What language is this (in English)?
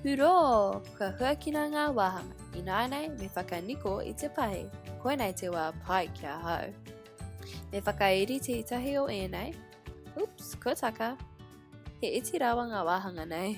Māori